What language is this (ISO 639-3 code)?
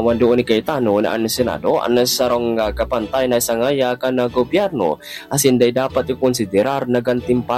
bik